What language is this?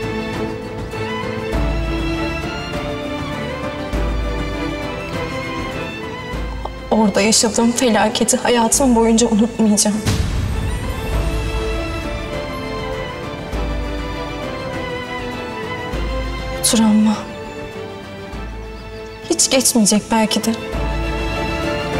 Turkish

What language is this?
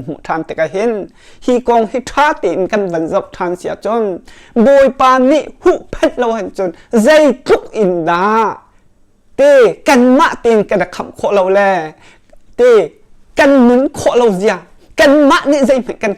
Hakha Chin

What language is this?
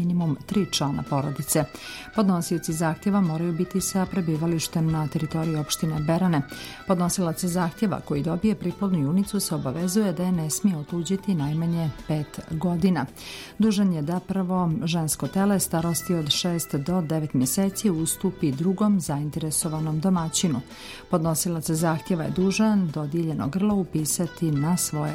Serbian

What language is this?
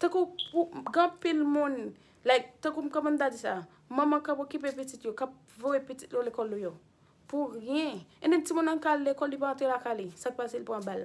Haitian Creole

